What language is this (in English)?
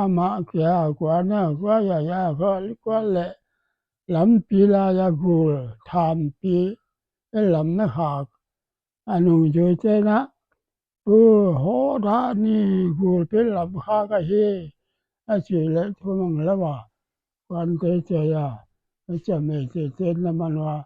Paite Chin